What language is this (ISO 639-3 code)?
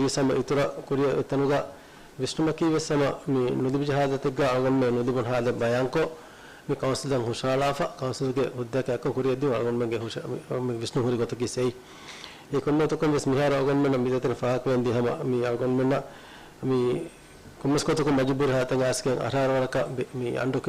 div